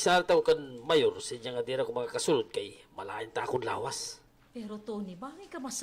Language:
Waray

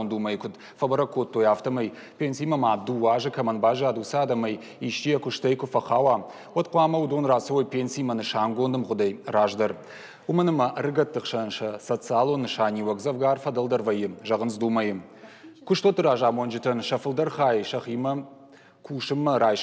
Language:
Ossetic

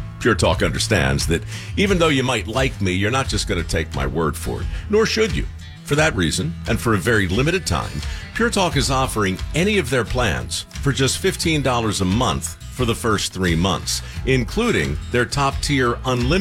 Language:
English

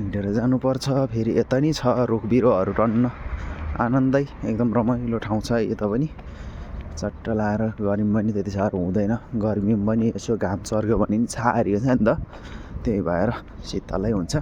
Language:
Nepali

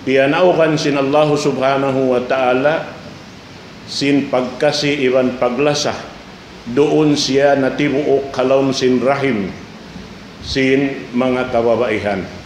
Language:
Tausug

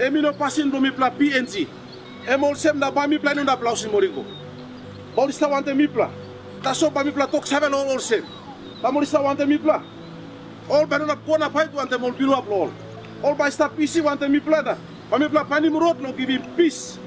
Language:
Tok Pisin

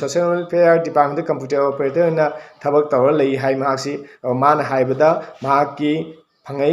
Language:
Manipuri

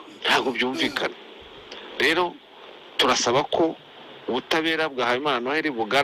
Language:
Kinyarwanda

